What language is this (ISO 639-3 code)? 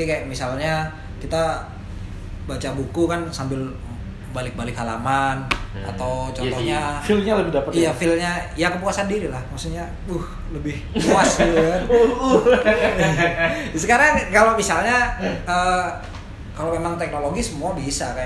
ind